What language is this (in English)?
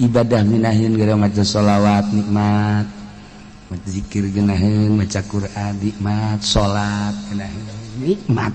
Sundanese